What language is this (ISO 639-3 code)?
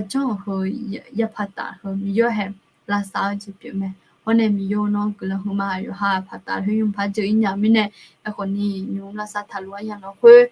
ahk